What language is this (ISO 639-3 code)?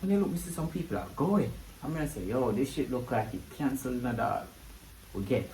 jam